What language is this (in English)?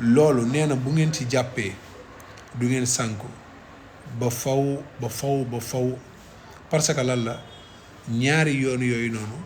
Wolof